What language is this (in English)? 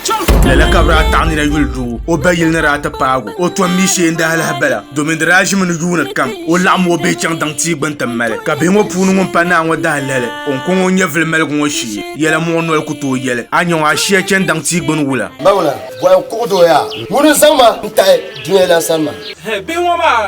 Dagbani